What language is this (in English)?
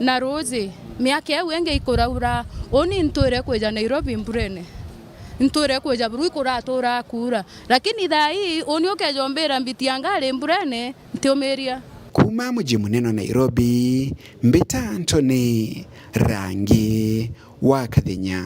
Meru